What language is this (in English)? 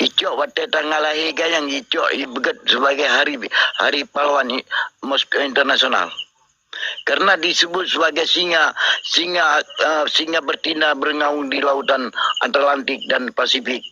Achinese